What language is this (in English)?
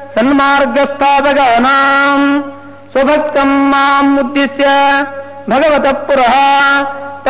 Sanskrit